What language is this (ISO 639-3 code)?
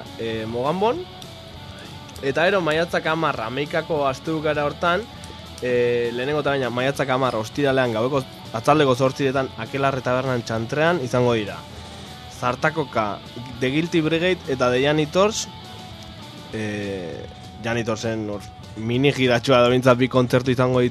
eus